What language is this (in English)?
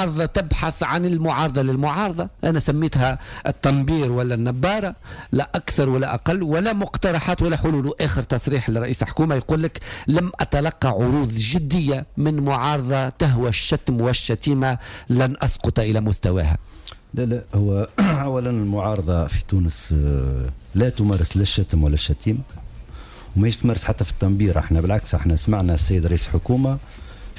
Tunisian Arabic